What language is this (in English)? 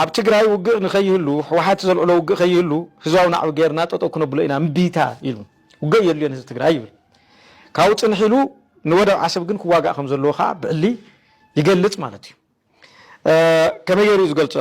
Tigrinya